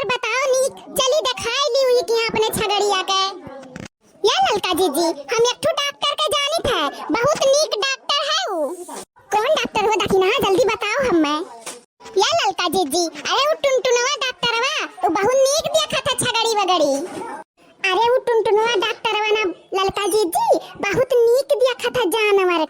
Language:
Awadhi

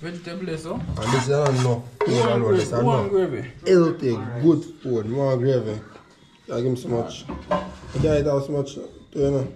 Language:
Jamaican Creole English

